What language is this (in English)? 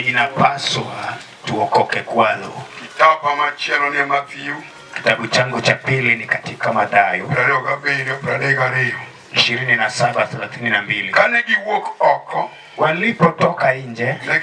Luo (Kenya and Tanzania)